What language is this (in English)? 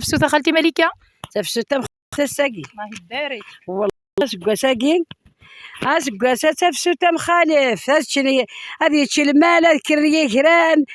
Kabyle